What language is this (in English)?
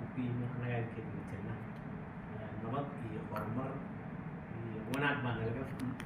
Somali